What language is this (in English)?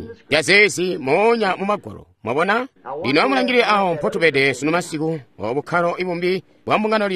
Tonga (Zambia)